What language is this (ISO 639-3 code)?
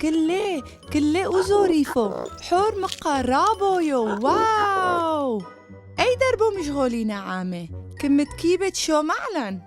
tru